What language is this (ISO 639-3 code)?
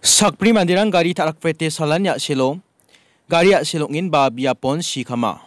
grt